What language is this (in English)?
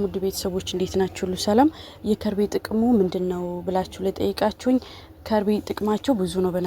Amharic